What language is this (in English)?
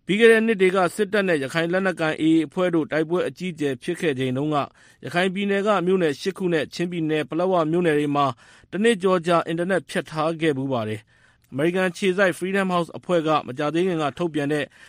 Burmese